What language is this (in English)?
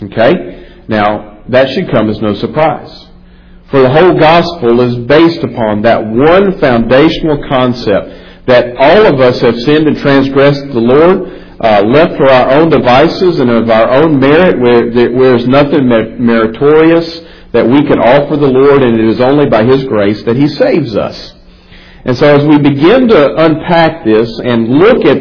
English